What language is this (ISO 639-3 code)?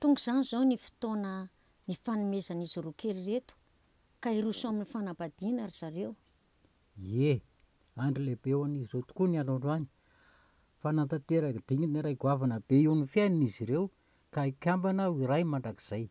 mlg